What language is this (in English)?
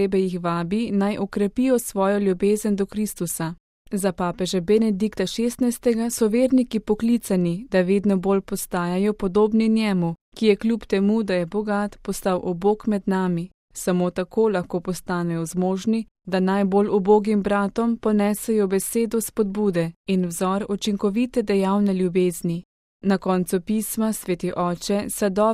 Slovenian